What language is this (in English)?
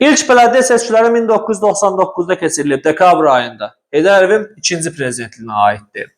Azerbaijani